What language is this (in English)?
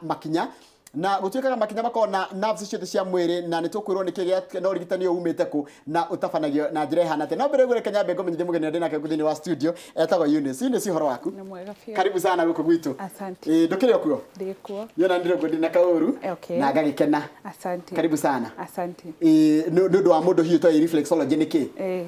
Kikuyu